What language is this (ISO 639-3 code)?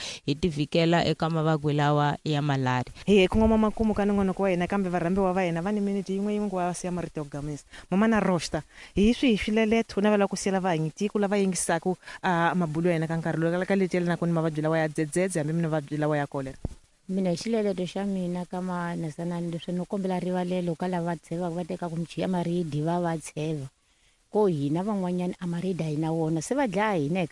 tso